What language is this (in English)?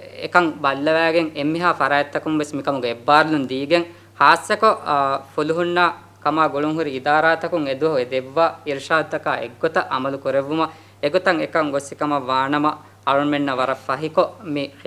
Divehi